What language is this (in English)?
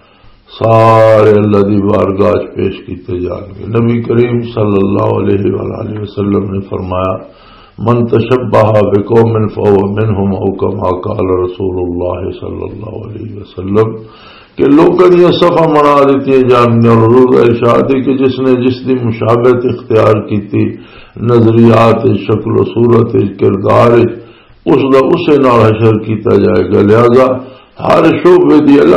Western Panjabi